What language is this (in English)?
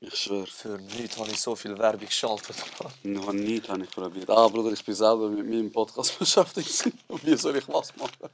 Swiss German